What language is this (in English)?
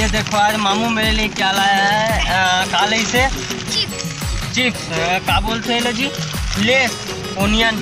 Chhattisgarhi